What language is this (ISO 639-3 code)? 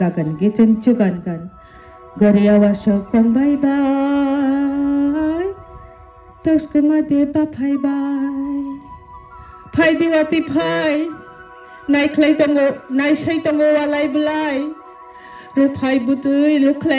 trp